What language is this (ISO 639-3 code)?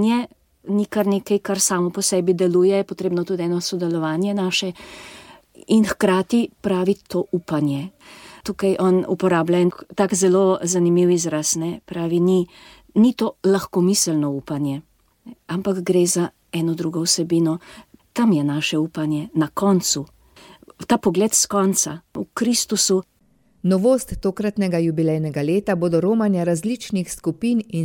slv